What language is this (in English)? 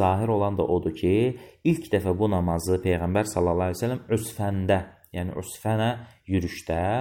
Azerbaijani